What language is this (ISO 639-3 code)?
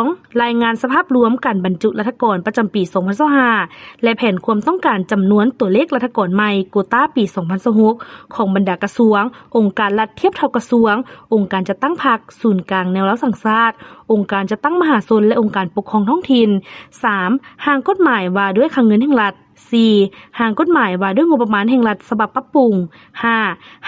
lao